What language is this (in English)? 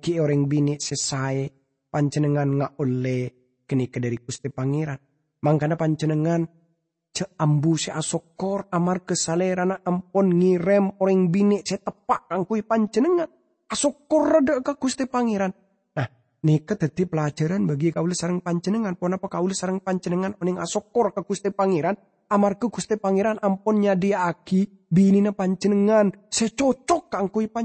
Madurese